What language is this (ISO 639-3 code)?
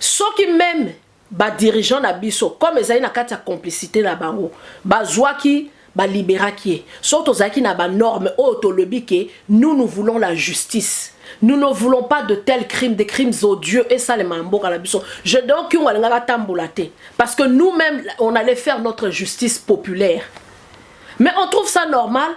lin